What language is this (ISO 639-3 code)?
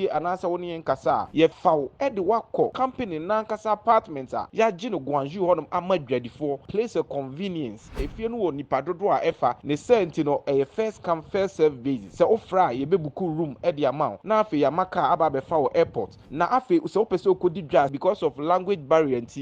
aka